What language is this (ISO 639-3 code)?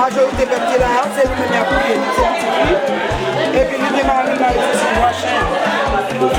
hat